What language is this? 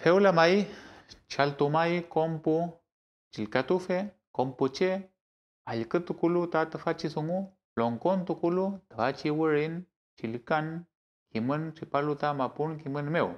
Mapuche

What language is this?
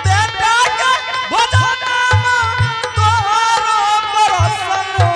Angika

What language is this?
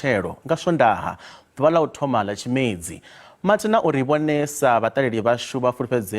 Venda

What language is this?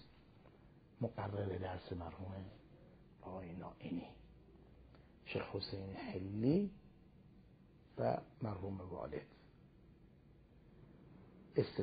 Persian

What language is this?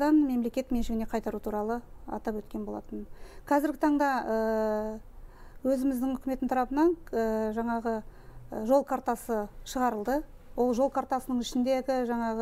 Kazakh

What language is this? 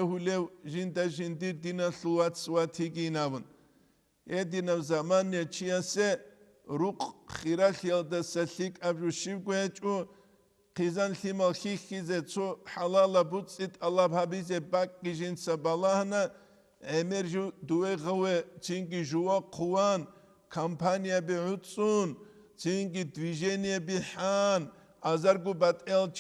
Avaric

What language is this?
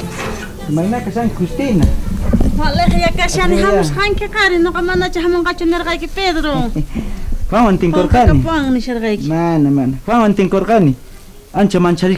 South Bolivian Quechua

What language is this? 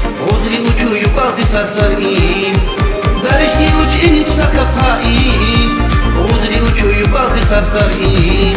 Tabassaran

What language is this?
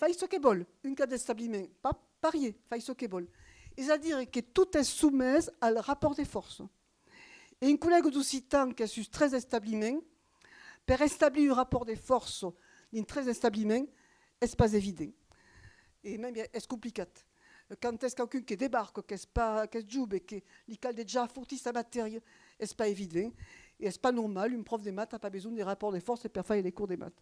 Occitan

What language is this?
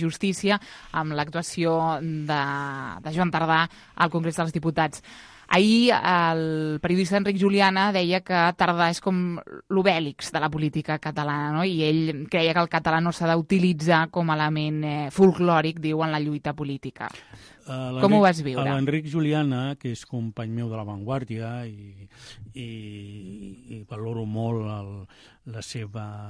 Catalan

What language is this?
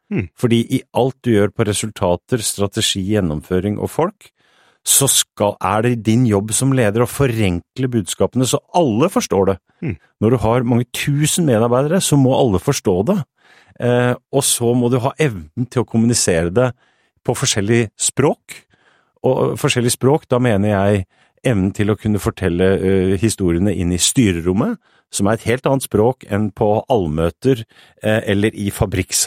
Norwegian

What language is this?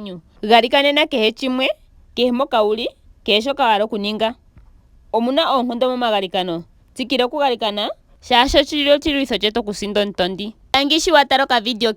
Ndonga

